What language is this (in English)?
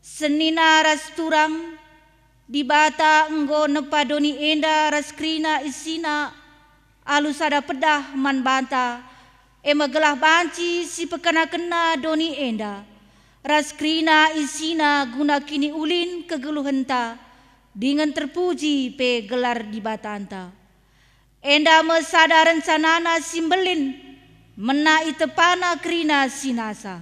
Batak Karo